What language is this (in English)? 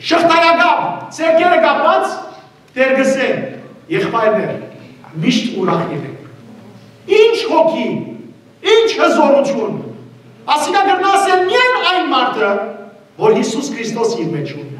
Western Armenian